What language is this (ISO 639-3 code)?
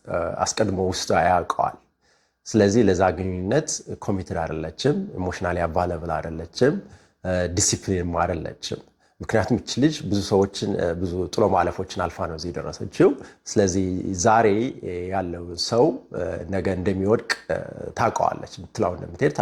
amh